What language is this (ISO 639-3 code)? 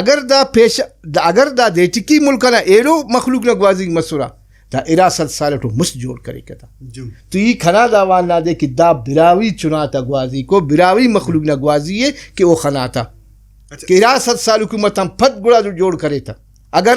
brh